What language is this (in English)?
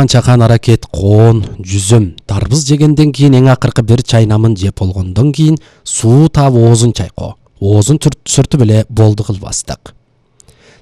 Kyrgyz